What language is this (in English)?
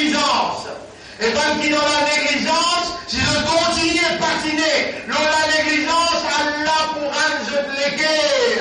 Morisyen